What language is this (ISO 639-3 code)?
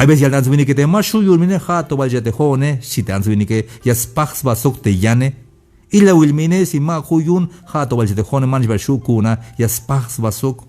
tzh